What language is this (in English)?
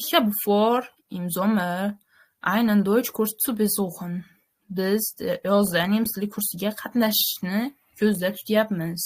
Uzbek